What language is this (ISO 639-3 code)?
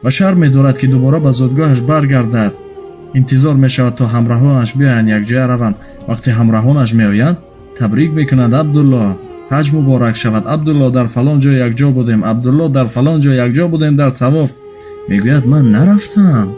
tgk